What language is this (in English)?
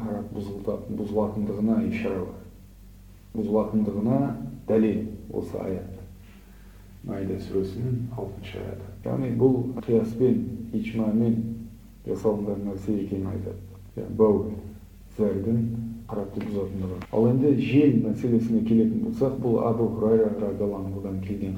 Kazakh